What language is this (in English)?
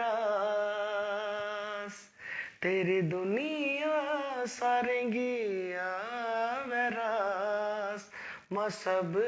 Dogri